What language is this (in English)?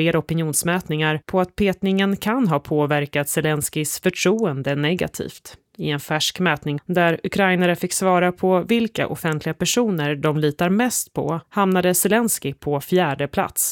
Swedish